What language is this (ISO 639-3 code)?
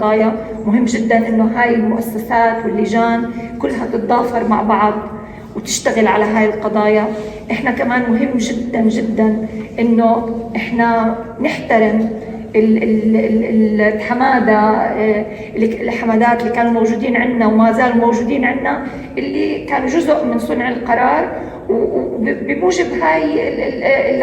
apc